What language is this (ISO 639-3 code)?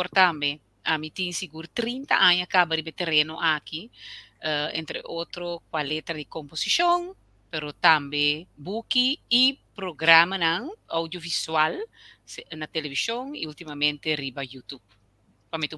pap